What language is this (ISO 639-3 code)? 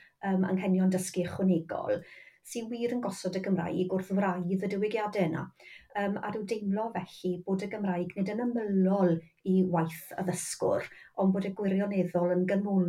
cym